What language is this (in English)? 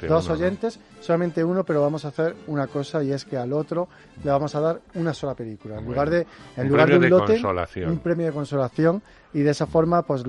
Spanish